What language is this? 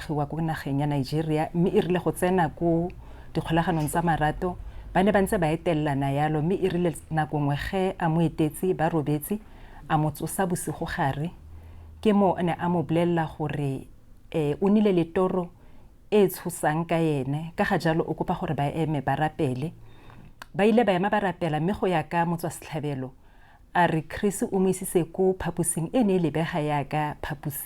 Tswana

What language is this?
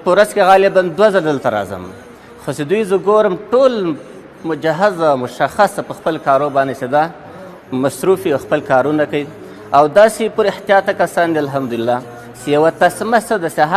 Pashto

